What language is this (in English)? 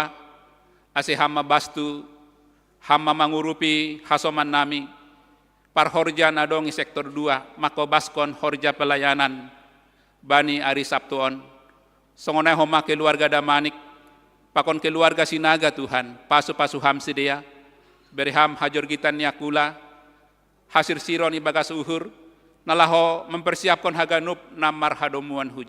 Batak Simalungun